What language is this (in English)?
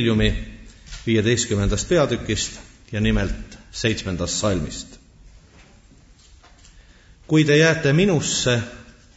Estonian